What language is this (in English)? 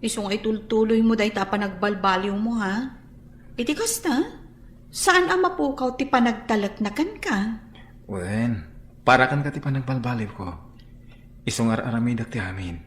Iloko